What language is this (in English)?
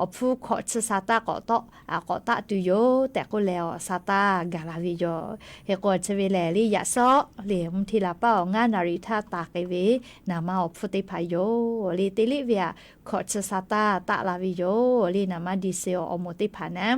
Lahu